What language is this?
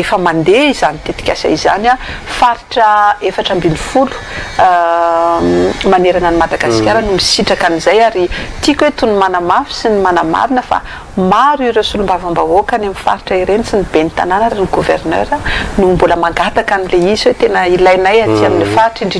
Malagasy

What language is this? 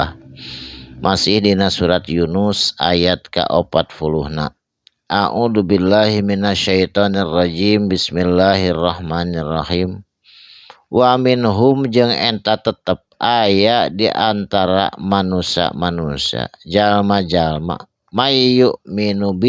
Sundanese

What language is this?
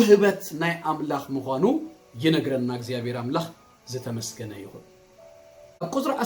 Tigrinya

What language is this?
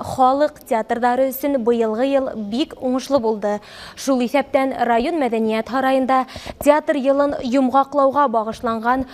Bashkir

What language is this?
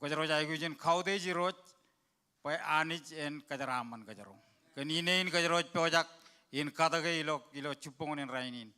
Marshallese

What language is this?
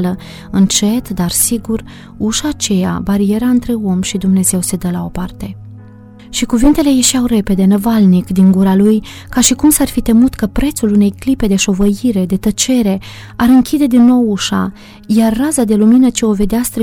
Romanian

